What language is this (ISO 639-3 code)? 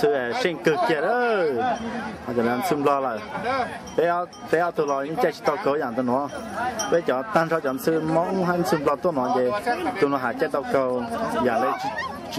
hmn